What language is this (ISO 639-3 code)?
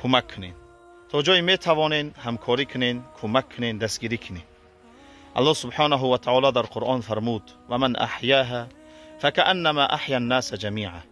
tgk